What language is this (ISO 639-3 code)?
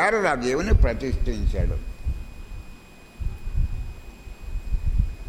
tel